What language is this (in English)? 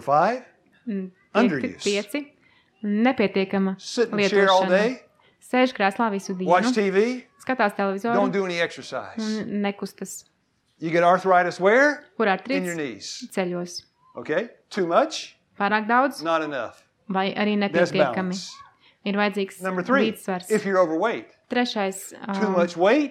Latvian